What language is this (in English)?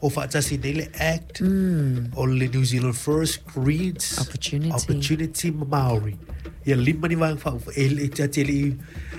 Samoan